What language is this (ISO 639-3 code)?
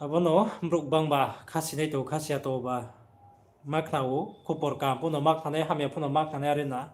ria